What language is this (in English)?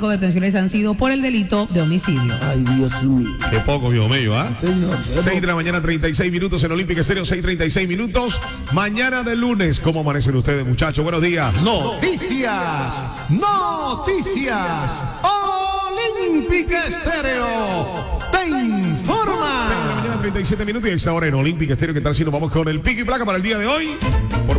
Spanish